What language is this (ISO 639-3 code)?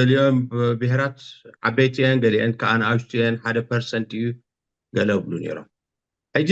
tir